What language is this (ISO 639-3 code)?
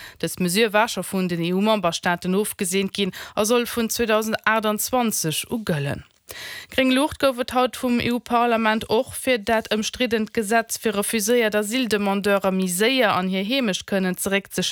ltz